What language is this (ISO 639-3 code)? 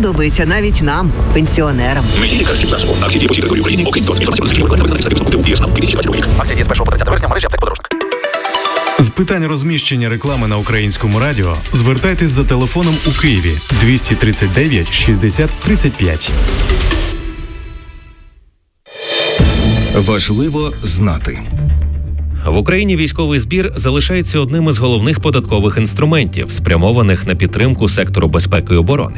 ukr